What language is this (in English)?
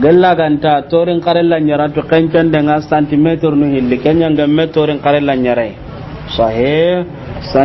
Soninke